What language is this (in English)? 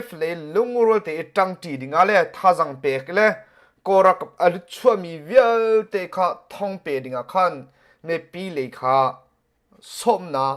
Hakha Chin